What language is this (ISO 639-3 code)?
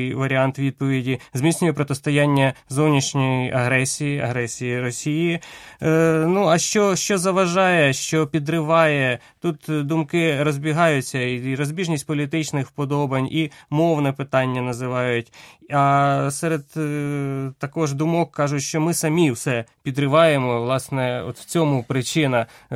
ukr